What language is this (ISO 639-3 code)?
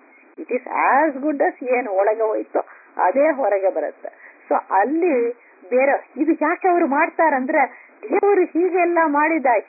kan